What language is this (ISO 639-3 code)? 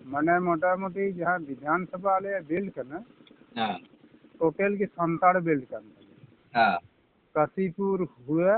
sat